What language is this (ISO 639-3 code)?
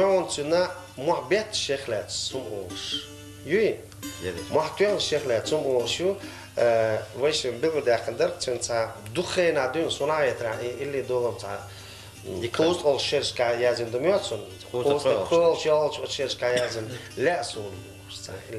che